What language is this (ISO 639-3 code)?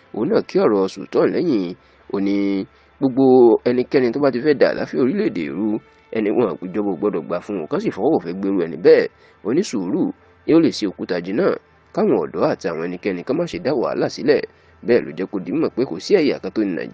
yor